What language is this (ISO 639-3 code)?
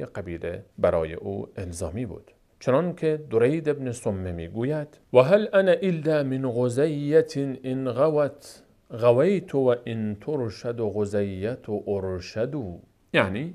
fas